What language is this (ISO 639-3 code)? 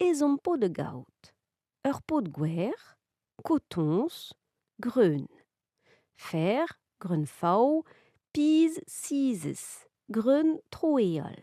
bre